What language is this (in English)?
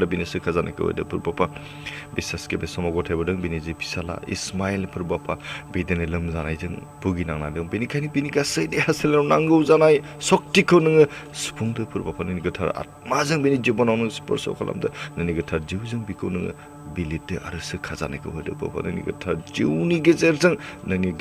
Bodo